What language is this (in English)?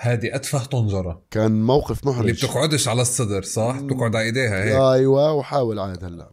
North Levantine Arabic